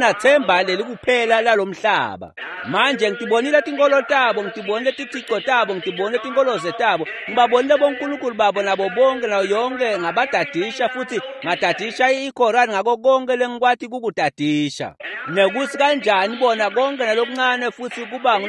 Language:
Swati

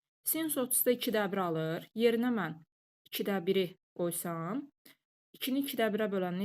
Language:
Azerbaijani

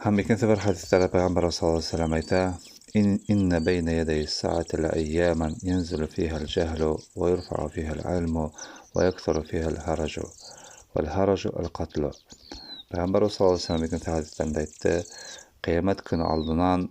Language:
Bashkir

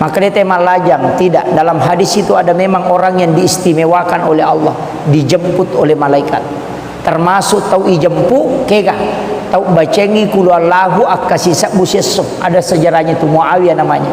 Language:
Buginese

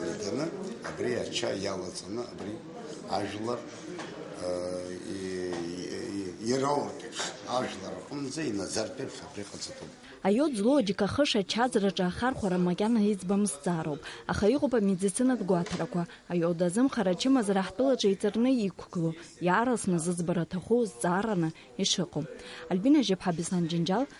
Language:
Abkhazian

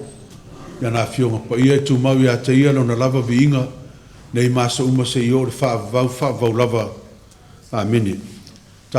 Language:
Samoan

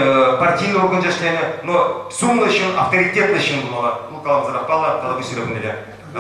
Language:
Chuvash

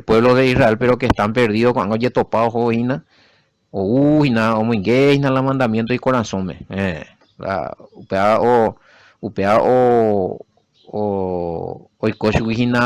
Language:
Guarani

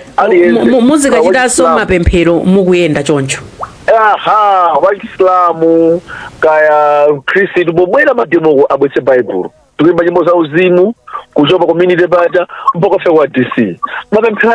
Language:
Nyanja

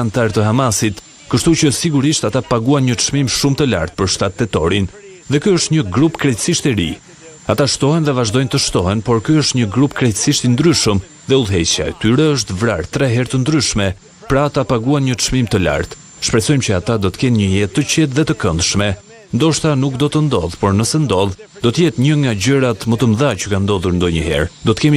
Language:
Albanian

